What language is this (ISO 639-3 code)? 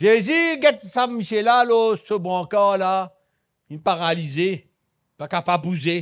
mfe